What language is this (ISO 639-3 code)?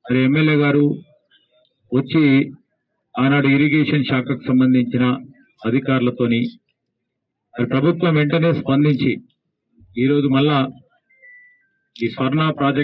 tel